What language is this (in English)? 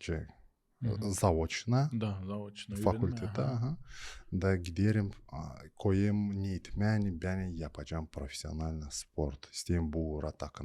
Gagauz